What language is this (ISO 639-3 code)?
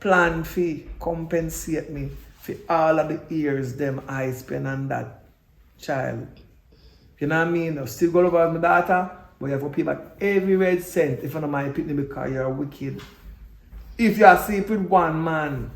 jam